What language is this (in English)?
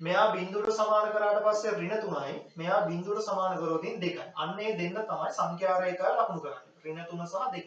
Sinhala